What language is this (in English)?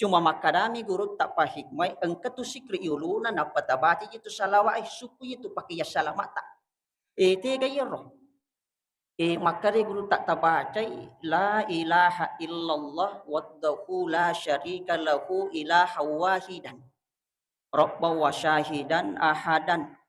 Buginese